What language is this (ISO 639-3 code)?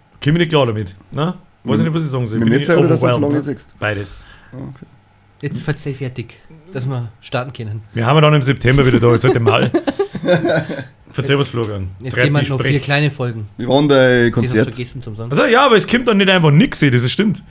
bar